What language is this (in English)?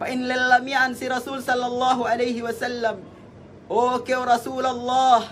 Yakan